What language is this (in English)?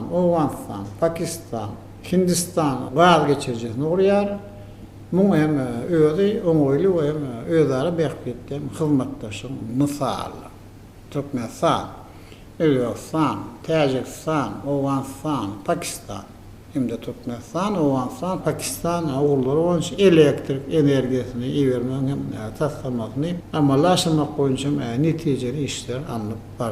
Turkmen